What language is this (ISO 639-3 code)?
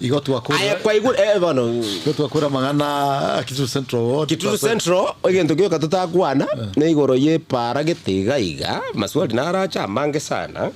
guz